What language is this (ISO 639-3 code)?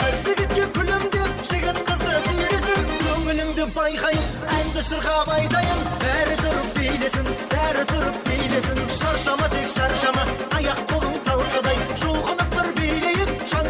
kaa